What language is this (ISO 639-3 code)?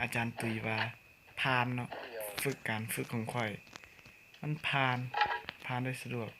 lao